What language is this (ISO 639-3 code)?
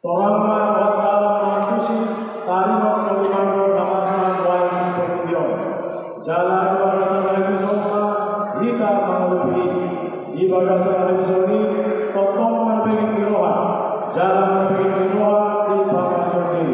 bbc